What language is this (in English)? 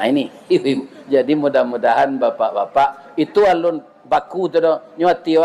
Minangkabau